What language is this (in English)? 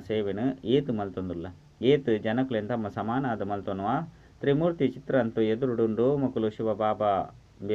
Tulu